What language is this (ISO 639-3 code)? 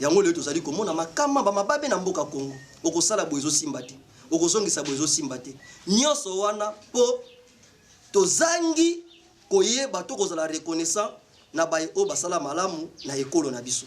lin